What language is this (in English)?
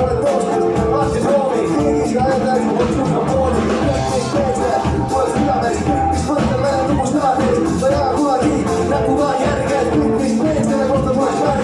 Estonian